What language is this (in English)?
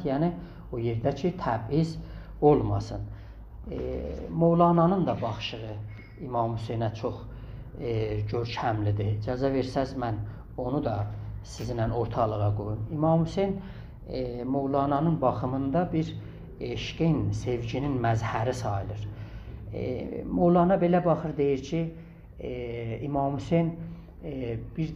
South Azerbaijani